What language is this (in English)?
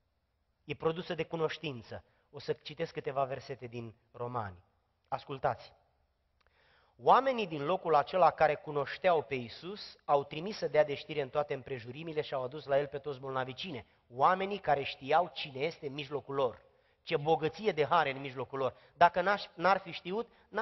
Romanian